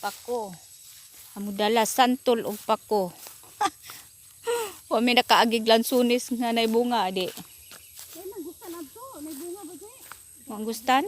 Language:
Cebuano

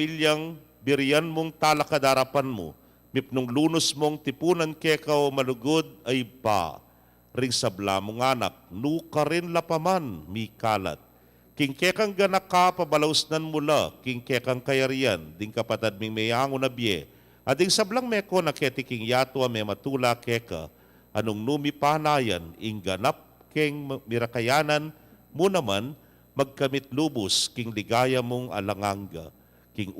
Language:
Pampanga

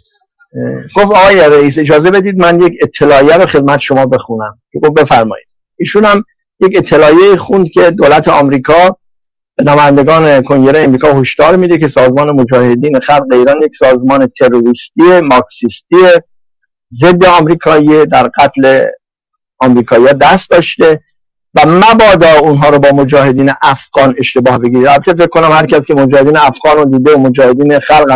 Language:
Persian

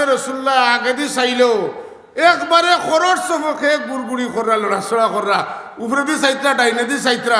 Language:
Sylheti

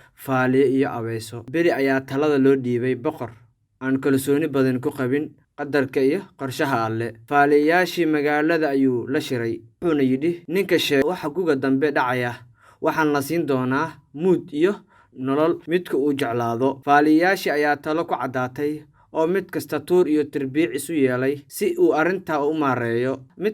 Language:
Somali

